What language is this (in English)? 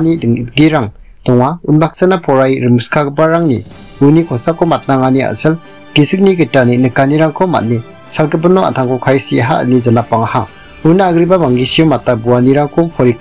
Garo